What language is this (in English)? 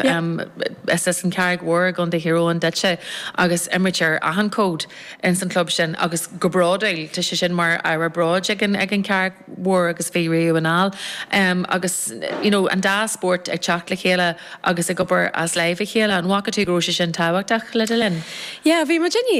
Irish